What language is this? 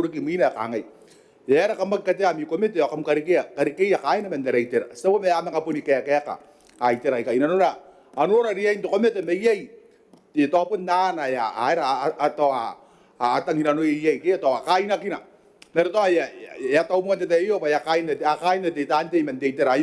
Gilbertese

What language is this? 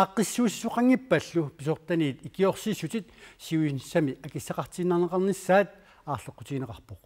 Kalaallisut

